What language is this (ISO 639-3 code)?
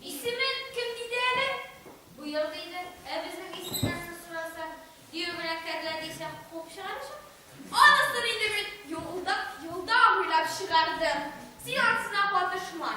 tat